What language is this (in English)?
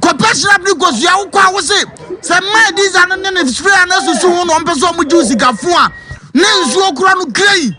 Akan